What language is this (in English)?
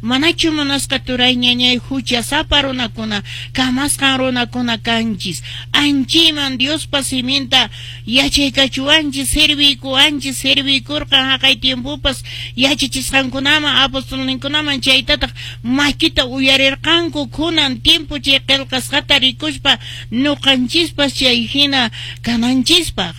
Quechua